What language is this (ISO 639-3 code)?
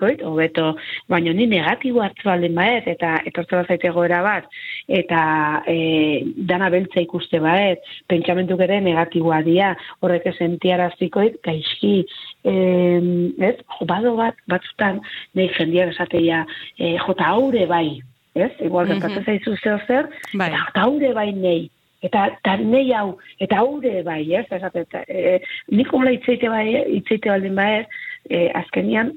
eus